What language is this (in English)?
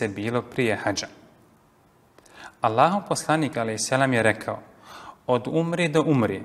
Bosnian